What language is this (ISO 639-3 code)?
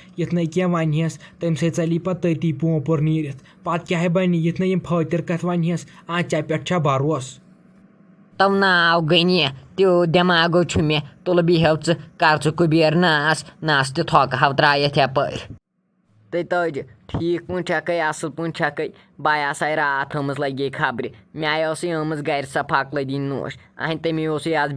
kas